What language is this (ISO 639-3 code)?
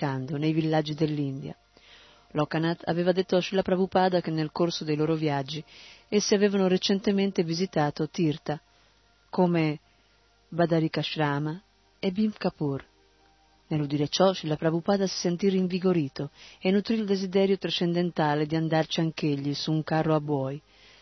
ita